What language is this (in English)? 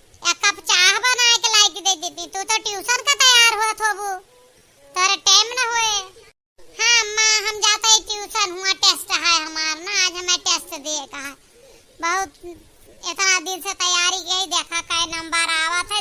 Awadhi